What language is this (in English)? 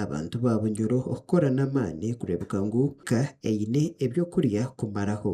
Nyankole